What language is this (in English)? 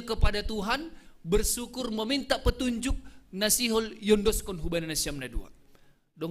Batak Simalungun